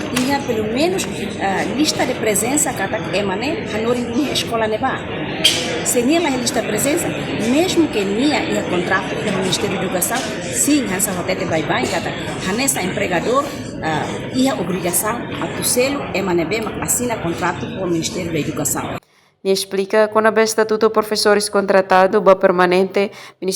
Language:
Tetum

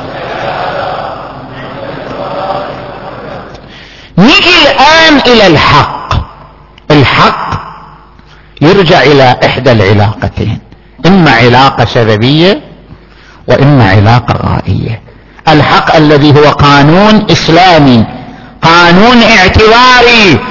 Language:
Arabic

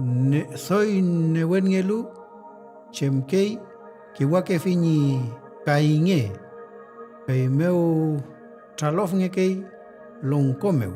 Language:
Mapuche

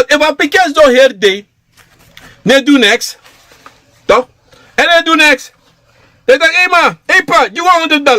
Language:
Sranan Tongo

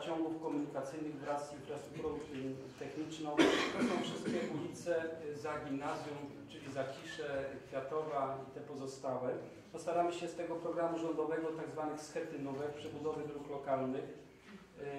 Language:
Polish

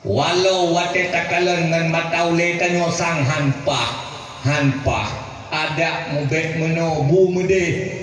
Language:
Achinese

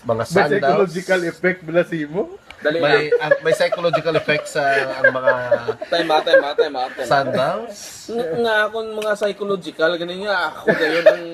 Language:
Hiligaynon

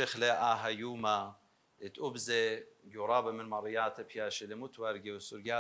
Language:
Assyrian Neo-Aramaic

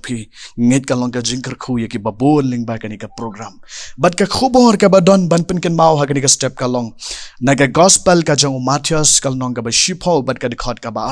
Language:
Khasi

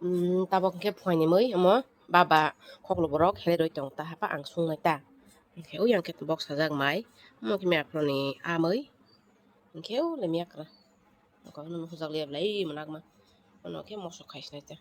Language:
Kok Borok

